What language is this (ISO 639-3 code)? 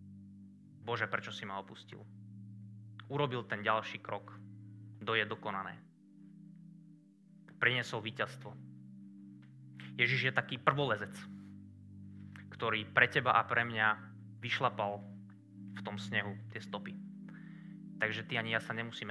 slk